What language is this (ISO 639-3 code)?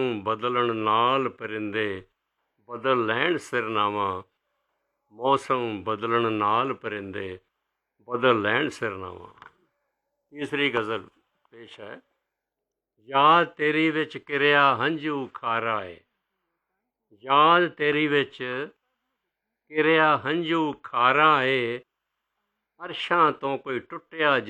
pan